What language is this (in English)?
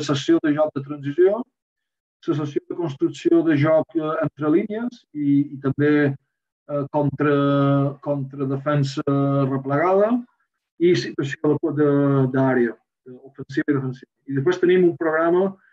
Catalan